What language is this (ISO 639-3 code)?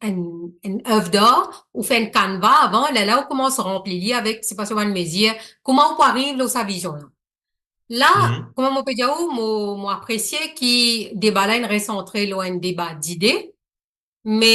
mfe